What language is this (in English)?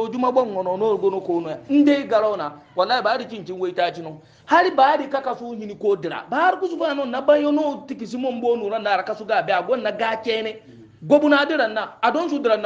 Hausa